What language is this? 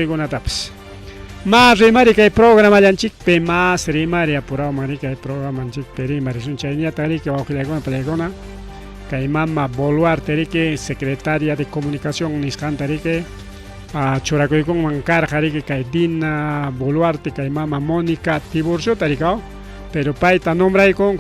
Ayacucho Quechua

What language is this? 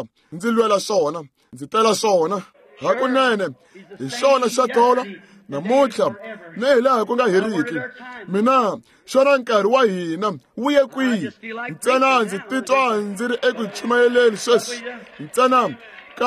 Tsonga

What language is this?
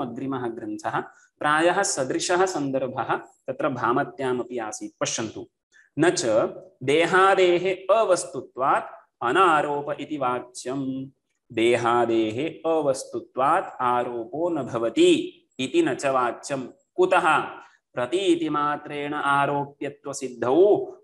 Sanskrit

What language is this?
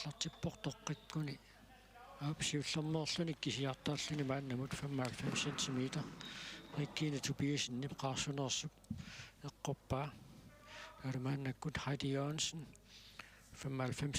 Kalaallisut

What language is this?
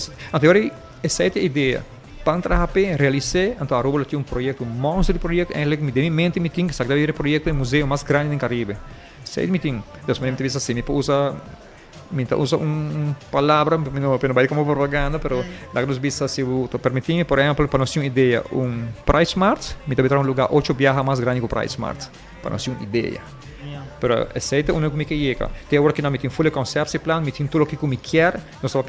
Papiamento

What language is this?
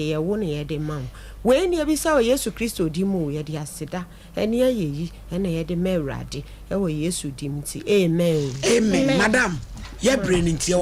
Akan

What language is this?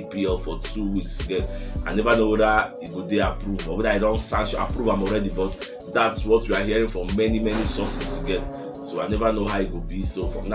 Nigerian Pidgin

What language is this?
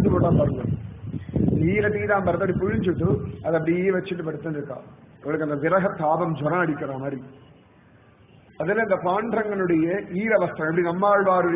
Tamil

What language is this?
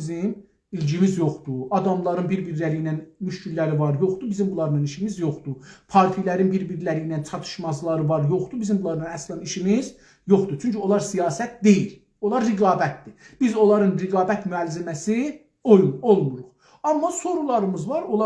South Azerbaijani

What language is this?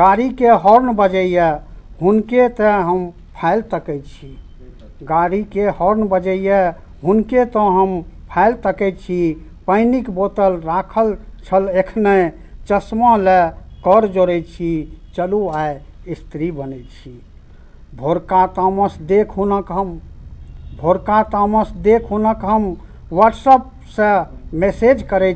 Maithili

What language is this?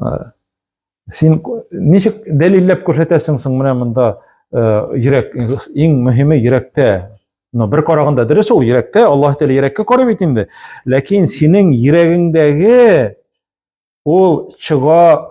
Tatar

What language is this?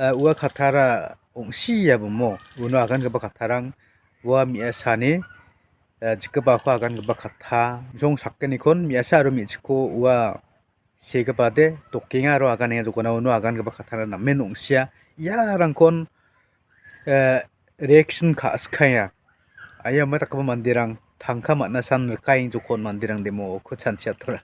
Garo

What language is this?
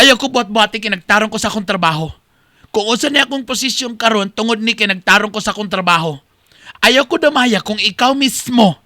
Cebuano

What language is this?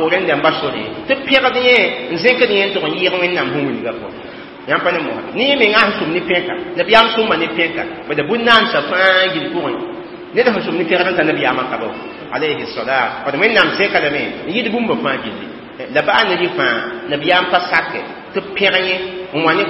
Mossi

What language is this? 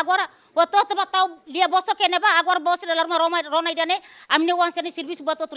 Tetum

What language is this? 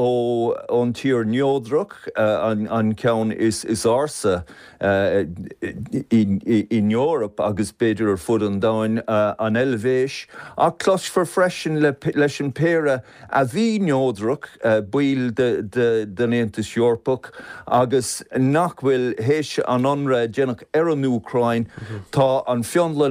Irish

